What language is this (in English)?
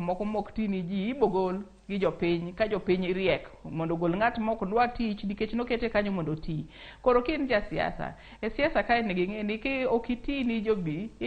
Luo (Kenya and Tanzania)